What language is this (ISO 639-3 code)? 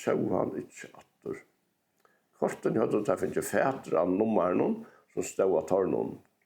fao